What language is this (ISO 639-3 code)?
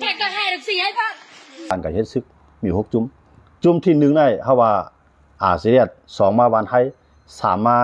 shn